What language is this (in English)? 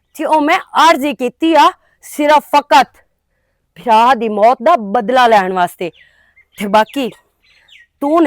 Western Panjabi